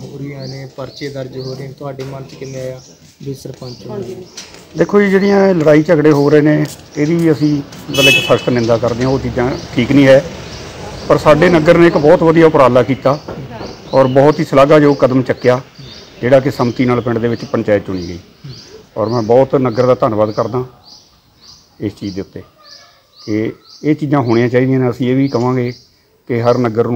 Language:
Punjabi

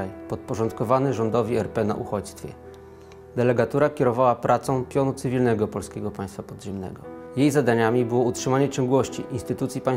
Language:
Polish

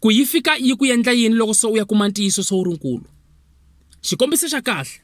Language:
Tsonga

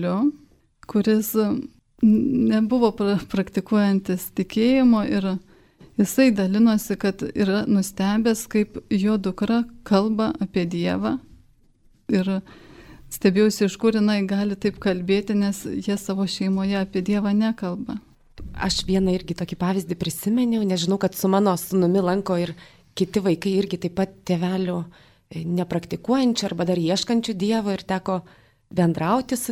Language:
Lithuanian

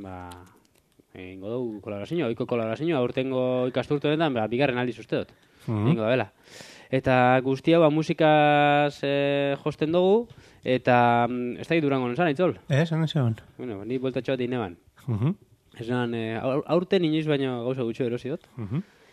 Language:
Basque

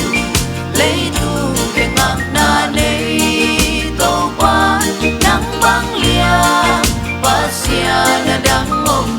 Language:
Tedim Chin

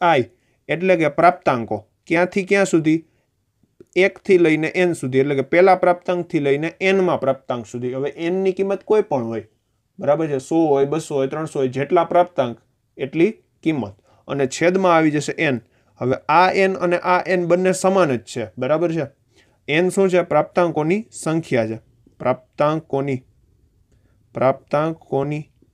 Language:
Gujarati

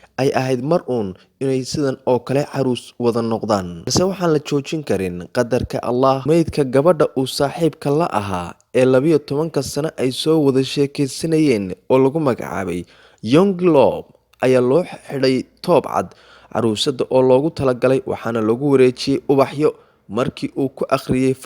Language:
Somali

